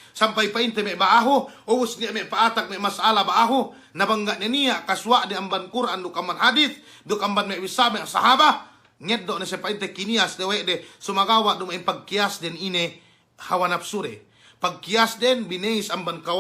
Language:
Yakan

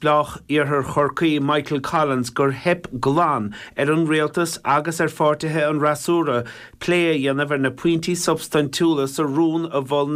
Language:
Irish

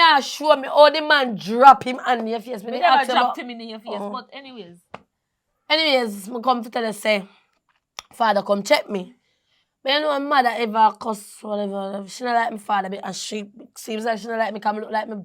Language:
Jamaican Creole English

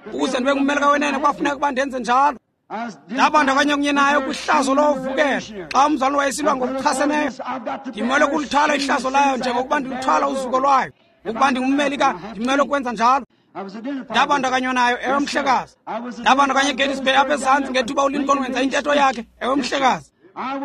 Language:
Xhosa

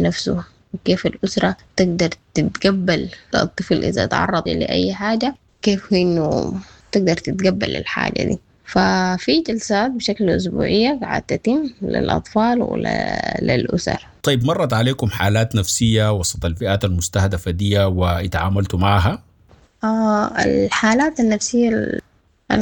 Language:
Sudanese Arabic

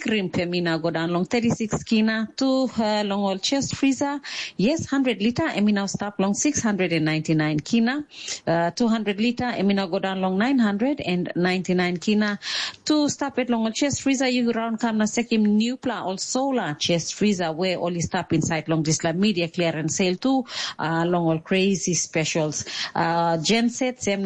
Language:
Tok Pisin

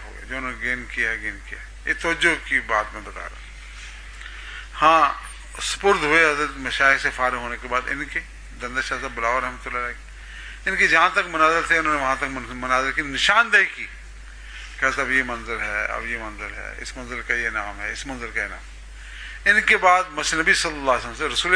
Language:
Urdu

